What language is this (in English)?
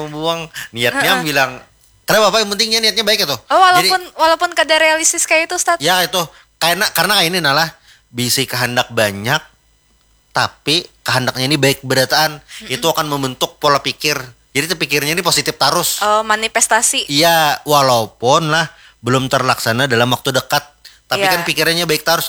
Banjar